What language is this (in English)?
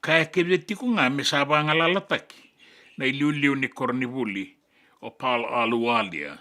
Fijian